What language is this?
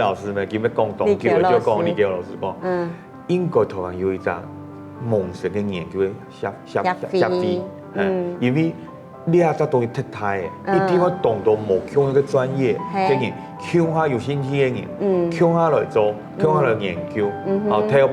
Hakka Chinese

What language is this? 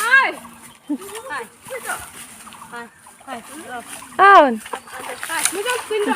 Bodo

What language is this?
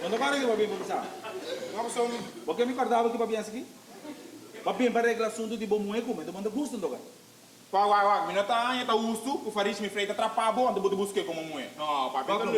Papiamento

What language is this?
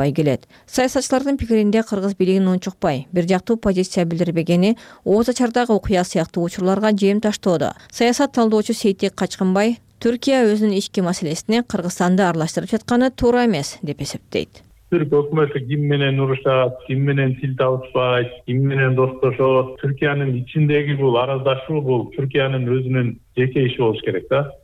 Kyrgyz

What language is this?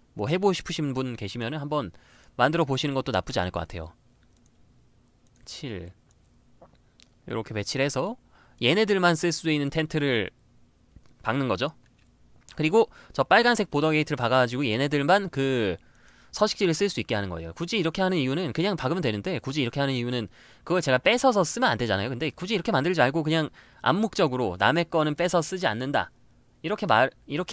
Korean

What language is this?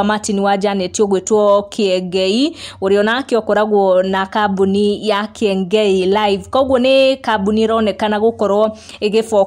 Kikuyu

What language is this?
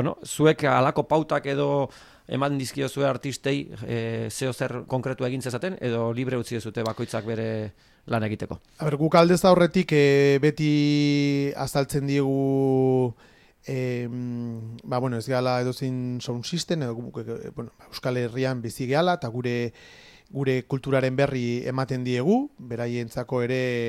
Basque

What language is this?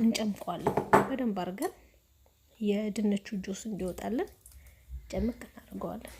Amharic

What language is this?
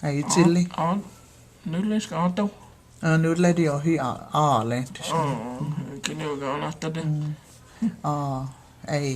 Cherokee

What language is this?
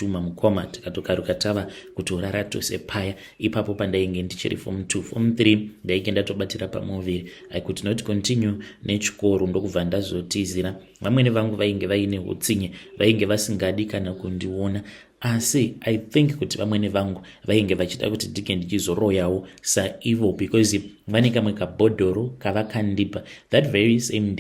Shona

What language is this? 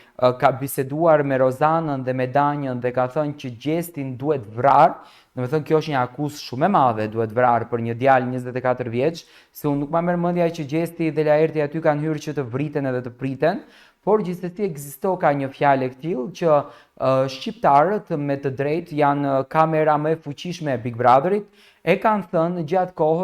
Albanian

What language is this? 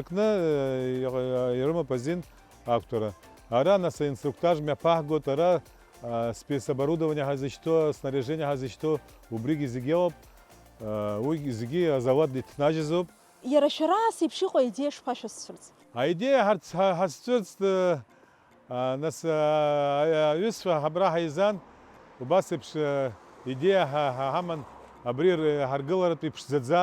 Abkhazian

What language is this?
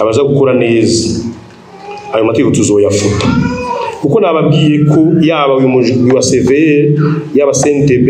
Rundi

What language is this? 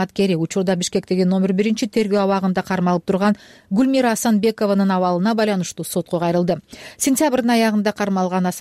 Kyrgyz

